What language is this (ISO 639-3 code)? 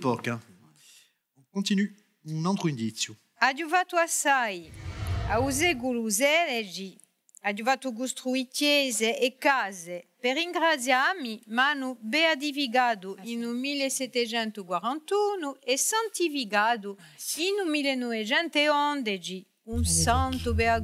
cos